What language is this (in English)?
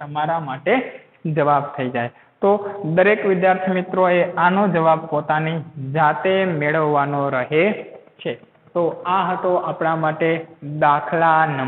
Gujarati